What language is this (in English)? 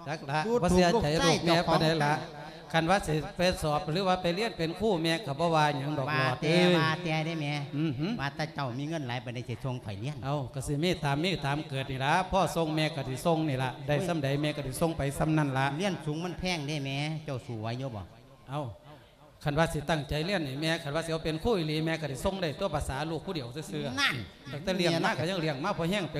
Lao